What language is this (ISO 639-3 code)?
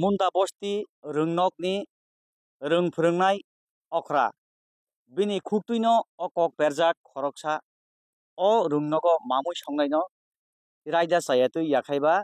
trp